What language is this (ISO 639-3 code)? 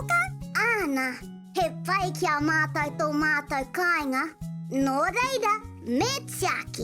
mri